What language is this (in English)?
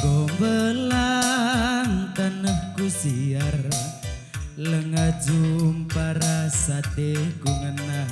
Batak Karo